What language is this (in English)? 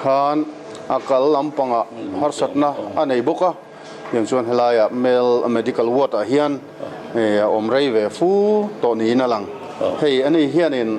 Mizo